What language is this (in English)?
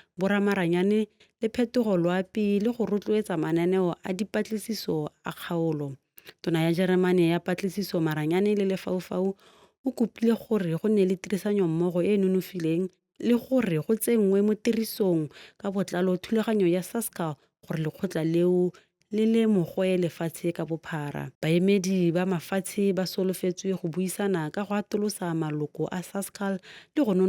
Tswana